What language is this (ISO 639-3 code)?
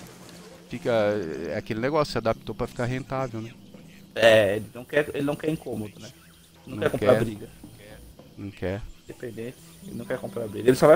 por